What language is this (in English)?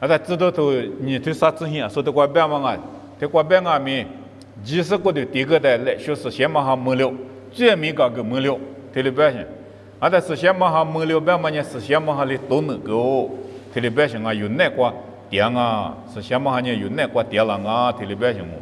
Lisu